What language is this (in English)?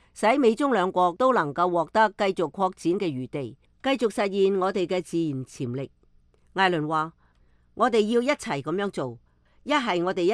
Cantonese